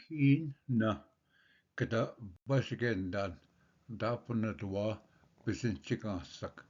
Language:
Ojibwa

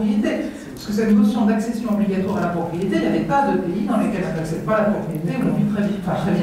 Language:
French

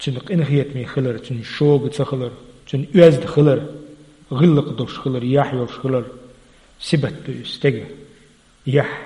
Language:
Chechen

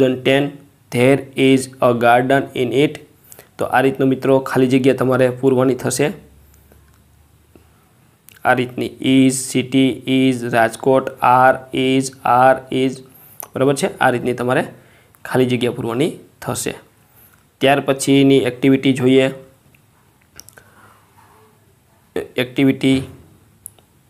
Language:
Gujarati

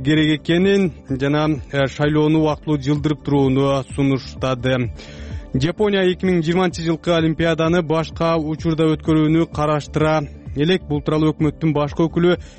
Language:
Kyrgyz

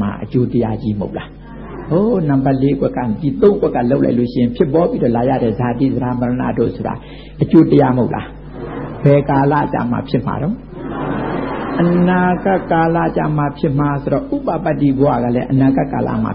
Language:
Burmese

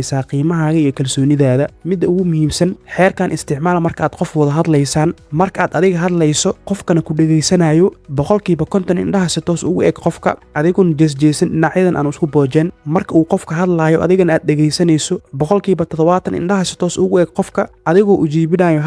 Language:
Somali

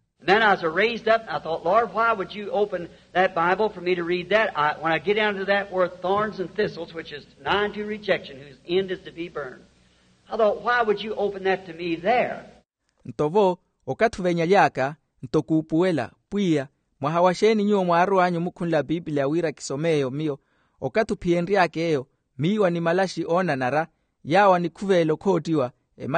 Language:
Makhuwa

